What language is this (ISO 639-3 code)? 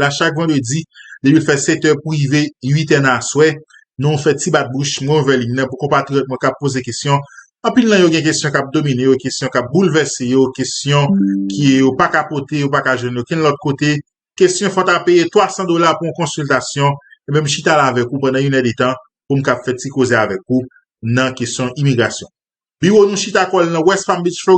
hat